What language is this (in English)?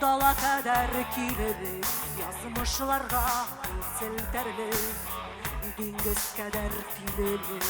Tatar